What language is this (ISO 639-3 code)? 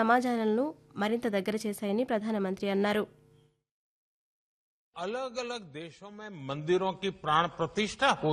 tel